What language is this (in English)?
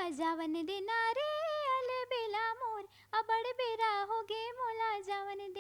Chhattisgarhi